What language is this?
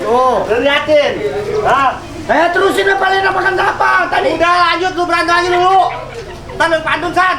Betawi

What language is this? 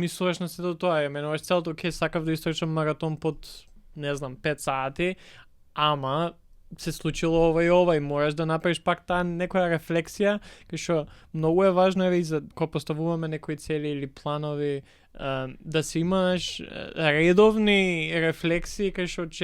Macedonian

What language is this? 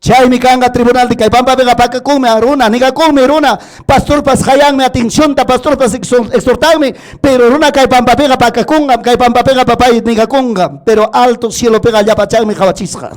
Ayacucho Quechua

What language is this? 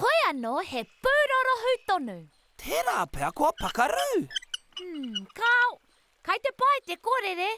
Māori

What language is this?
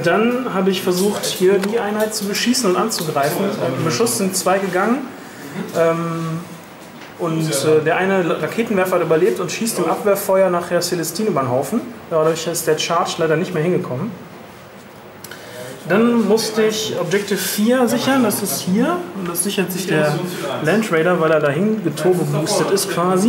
German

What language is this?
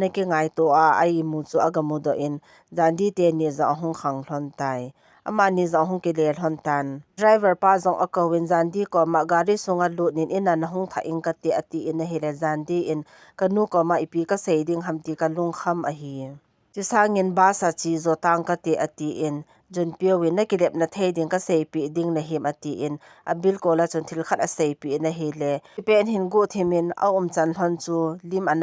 Thado Chin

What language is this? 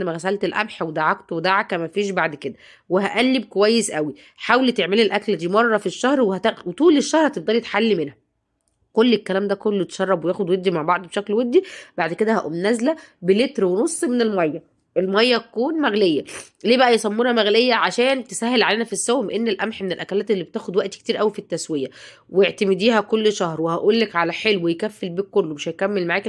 Egyptian Arabic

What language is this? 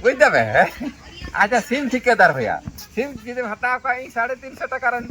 Santali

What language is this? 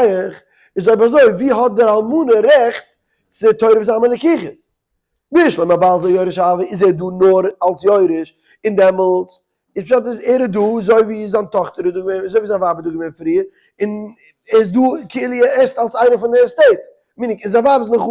Yiddish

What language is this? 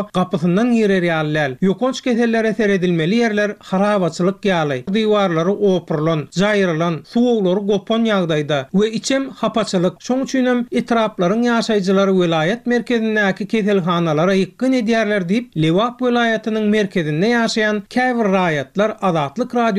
Turkmen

